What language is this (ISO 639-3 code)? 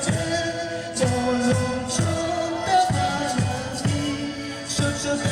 tzo